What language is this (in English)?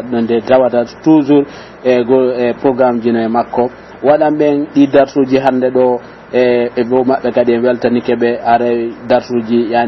Pular